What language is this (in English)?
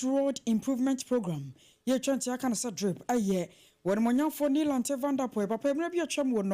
Akan